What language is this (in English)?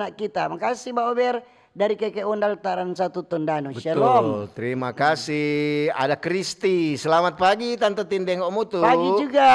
Manado Malay